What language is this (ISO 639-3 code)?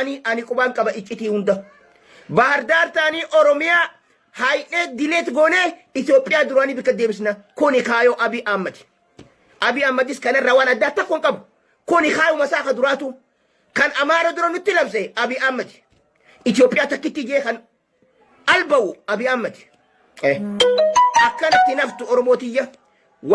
orm